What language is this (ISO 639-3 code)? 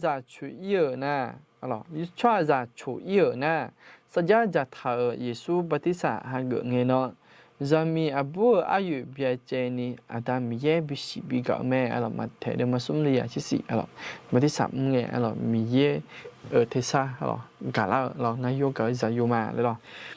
ahk